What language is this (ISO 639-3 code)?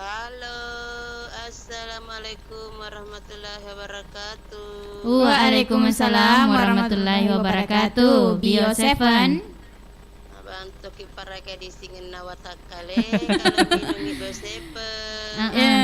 bug